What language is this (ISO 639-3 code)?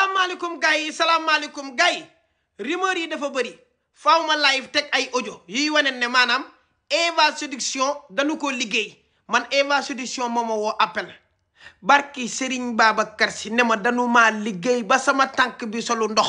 wol